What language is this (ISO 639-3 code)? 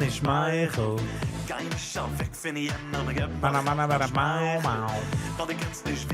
yid